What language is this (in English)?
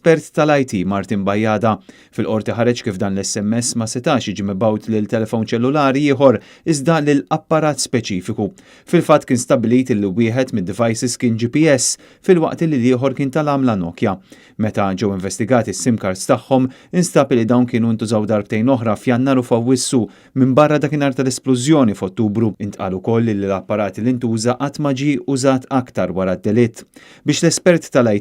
Maltese